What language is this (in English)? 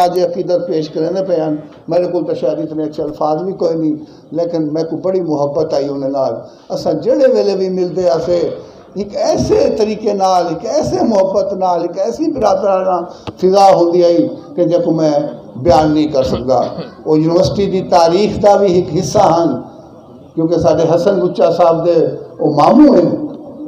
Saraiki